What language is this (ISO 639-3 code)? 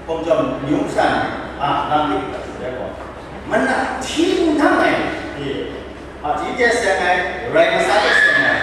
kac